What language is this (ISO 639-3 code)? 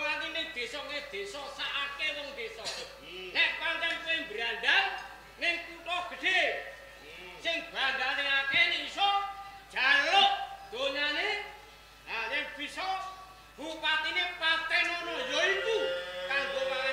jav